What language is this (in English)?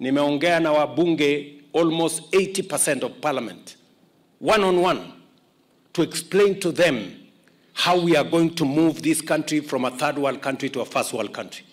Kamba